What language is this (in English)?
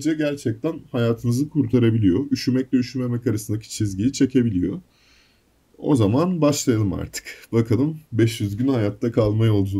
Turkish